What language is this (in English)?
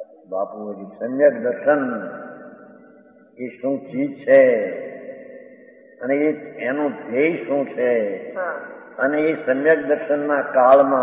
Gujarati